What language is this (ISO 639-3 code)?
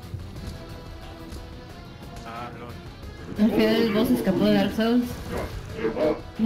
spa